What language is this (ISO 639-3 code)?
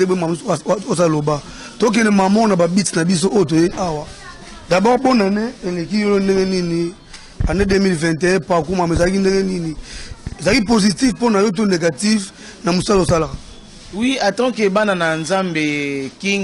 lin